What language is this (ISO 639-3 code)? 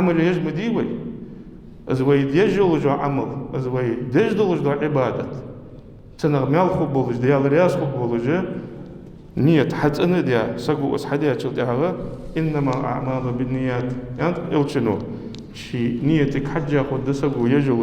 inh